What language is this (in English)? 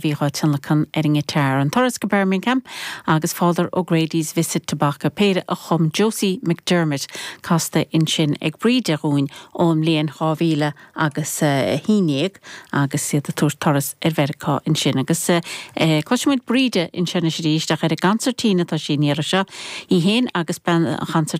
Irish